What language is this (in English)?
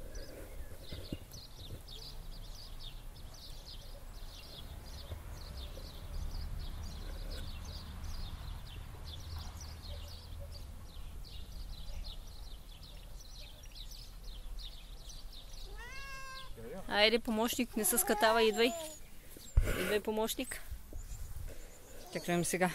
Bulgarian